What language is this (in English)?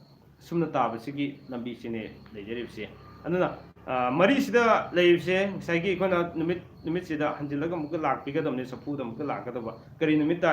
Manipuri